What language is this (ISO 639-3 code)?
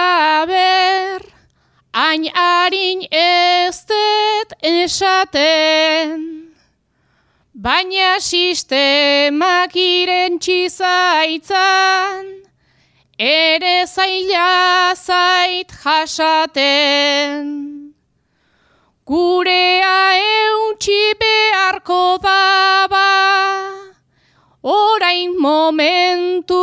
eus